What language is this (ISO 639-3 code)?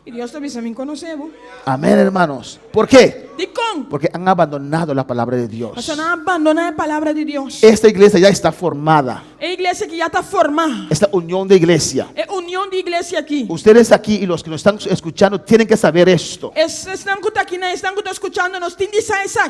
pap